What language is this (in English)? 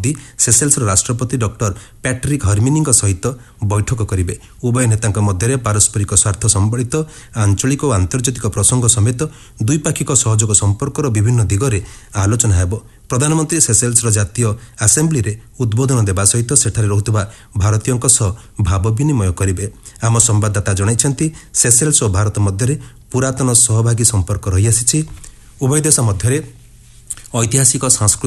Odia